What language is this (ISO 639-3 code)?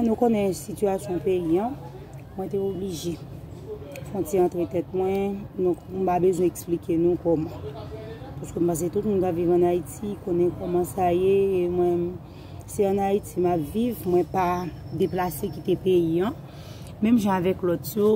hat